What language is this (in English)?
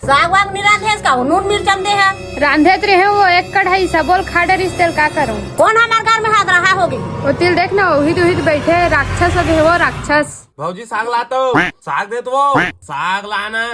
Chhattisgarhi